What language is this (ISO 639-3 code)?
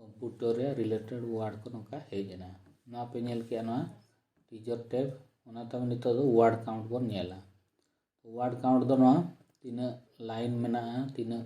sat